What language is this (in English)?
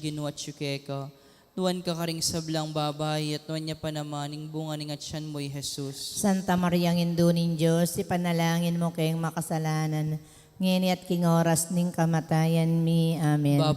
Pampanga